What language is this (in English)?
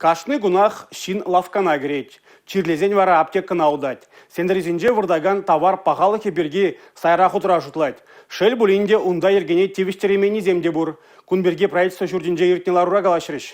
Chuvash